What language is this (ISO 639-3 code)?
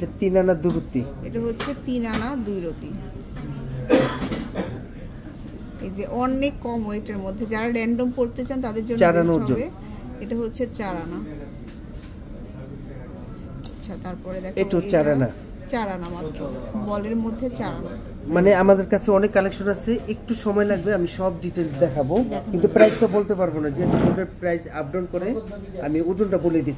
ben